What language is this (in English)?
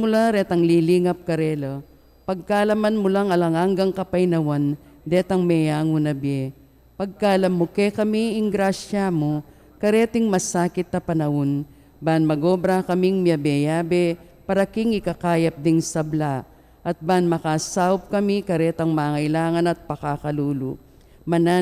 Pampanga